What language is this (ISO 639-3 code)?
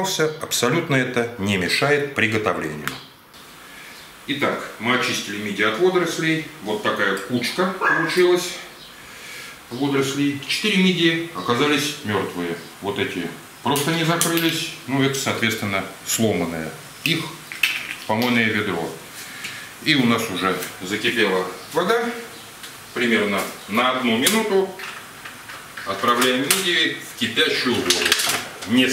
rus